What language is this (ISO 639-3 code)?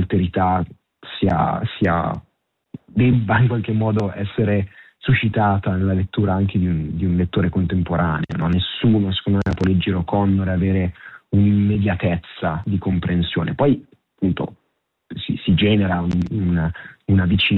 ita